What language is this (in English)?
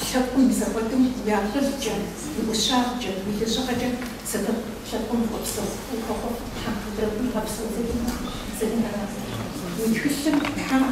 Kabardian